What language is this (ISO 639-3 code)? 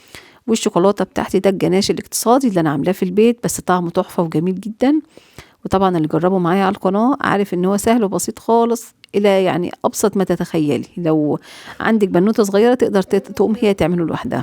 arz